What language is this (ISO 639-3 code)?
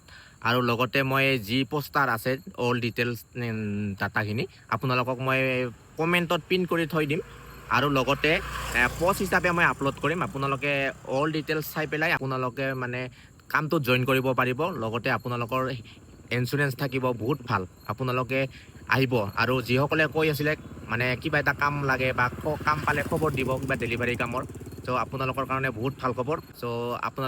asm